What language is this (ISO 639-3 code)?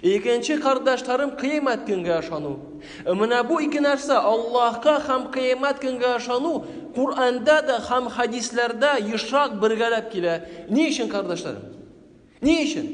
tat